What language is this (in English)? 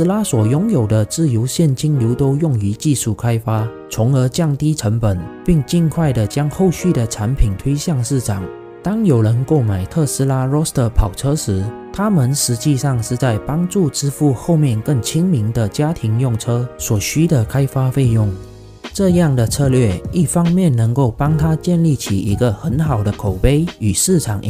Chinese